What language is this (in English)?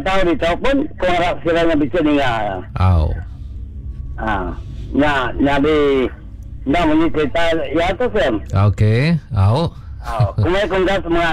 Malay